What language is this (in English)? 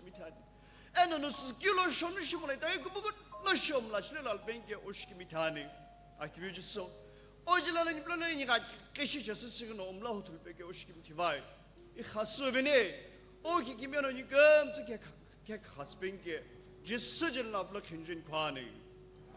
Sumi Naga